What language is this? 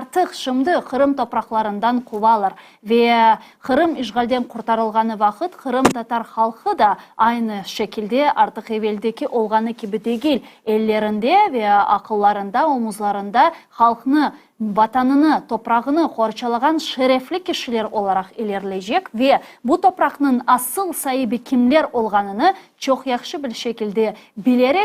Crimean Tatar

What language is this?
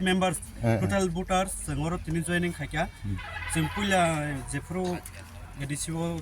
Kok Borok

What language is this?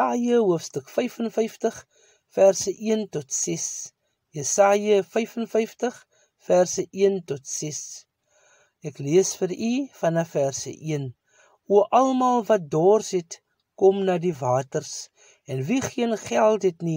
Afrikaans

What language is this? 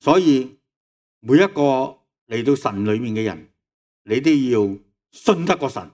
Cantonese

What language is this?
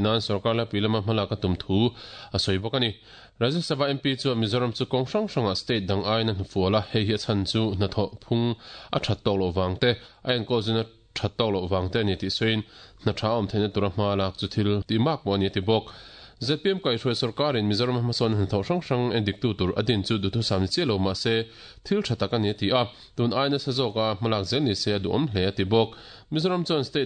Mizo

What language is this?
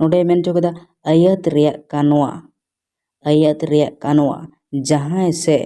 Santali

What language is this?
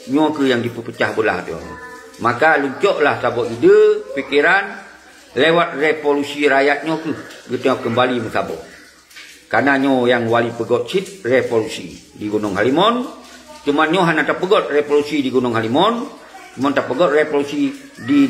Achinese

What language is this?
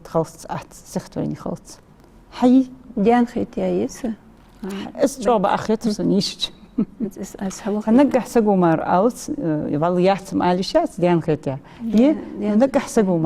Ingush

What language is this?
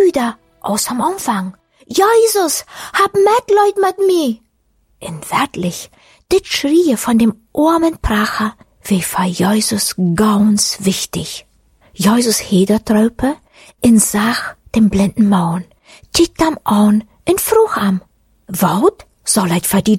German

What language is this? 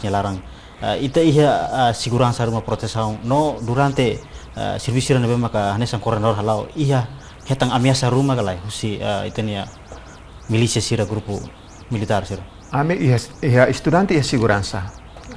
Tetum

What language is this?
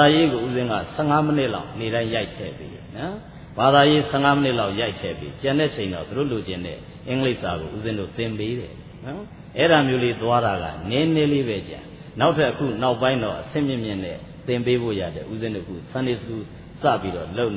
Burmese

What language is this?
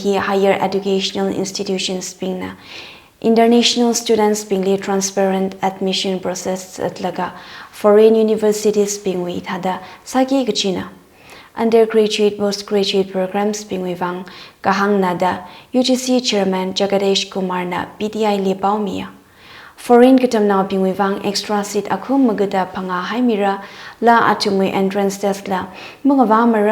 Tangkhul Naga (India)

